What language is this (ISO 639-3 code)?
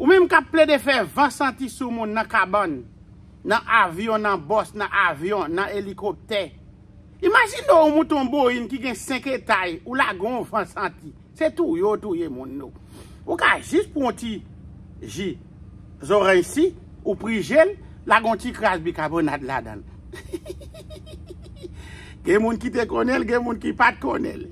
hat